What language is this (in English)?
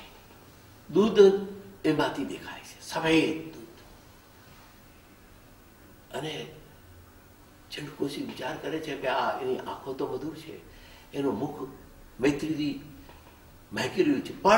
Gujarati